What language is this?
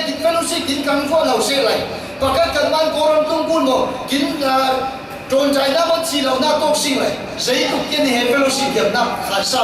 Falam Chin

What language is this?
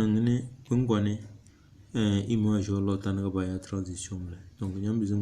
Tem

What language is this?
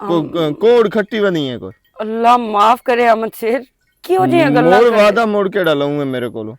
Western Panjabi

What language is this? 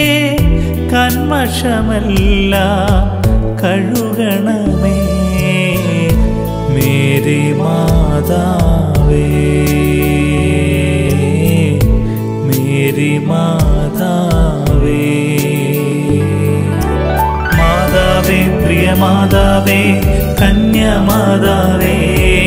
Malayalam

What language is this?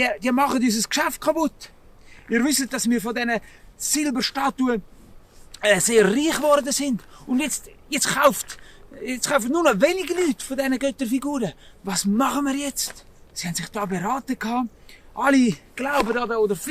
Swiss German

